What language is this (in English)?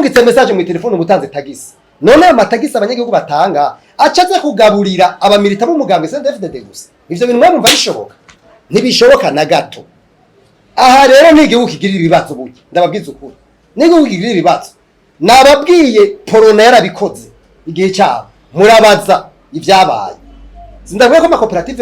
Rundi